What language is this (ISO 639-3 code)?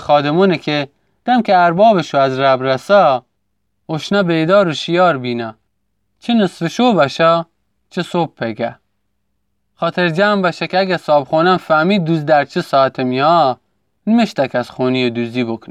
glk